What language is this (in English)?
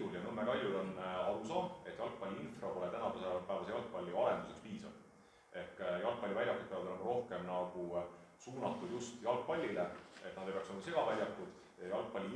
Estonian